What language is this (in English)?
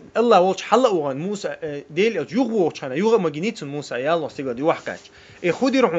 Chechen